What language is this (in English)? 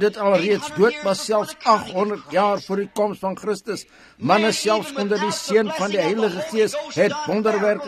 Afrikaans